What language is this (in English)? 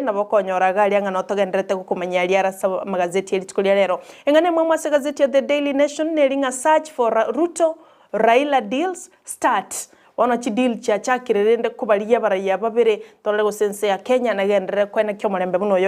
Gusii